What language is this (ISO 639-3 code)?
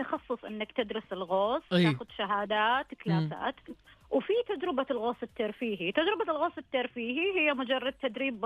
ars